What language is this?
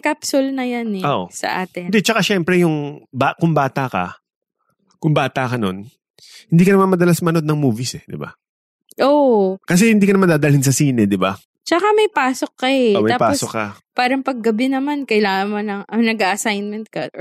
Filipino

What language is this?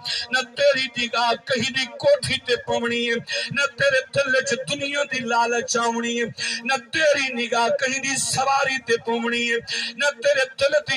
Saraiki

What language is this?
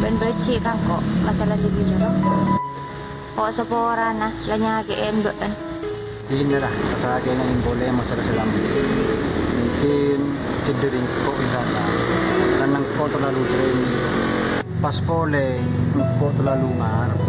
Madurese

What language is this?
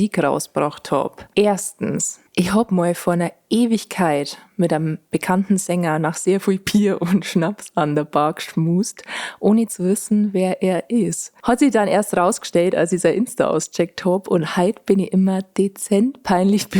Bavarian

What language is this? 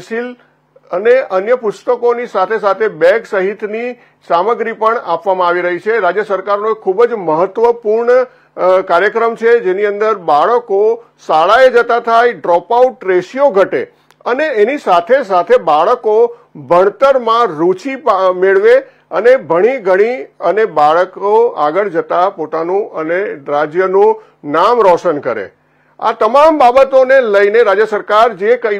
Gujarati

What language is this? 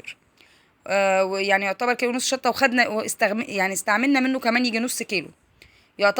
Egyptian Arabic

